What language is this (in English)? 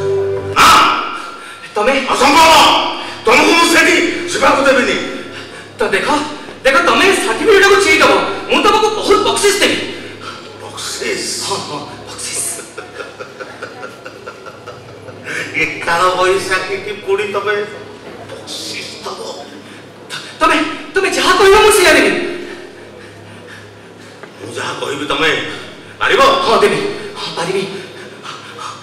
Odia